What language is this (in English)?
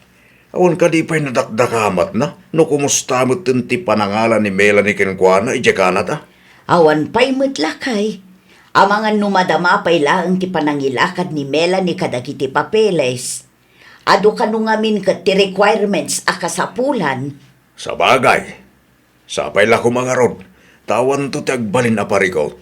Iloko